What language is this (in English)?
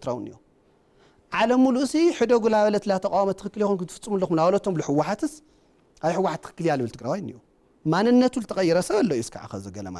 Tigrinya